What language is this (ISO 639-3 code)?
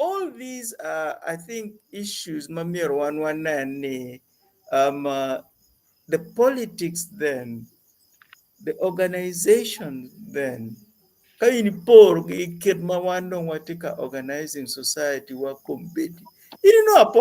ach